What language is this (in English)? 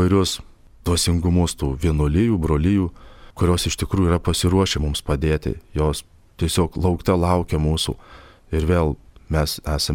Lithuanian